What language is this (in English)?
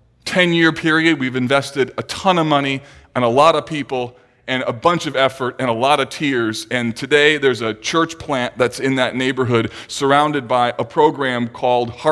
English